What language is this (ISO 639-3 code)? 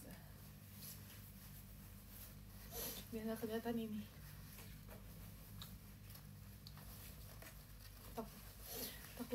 ind